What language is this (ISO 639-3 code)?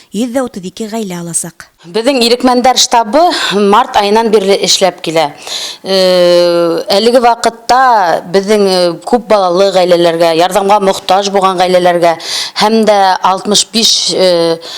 bak